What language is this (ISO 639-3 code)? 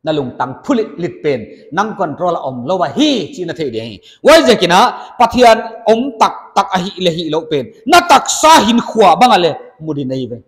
pck